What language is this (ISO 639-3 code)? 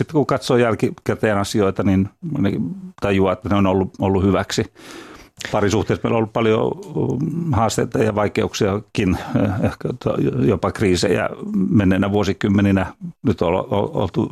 fin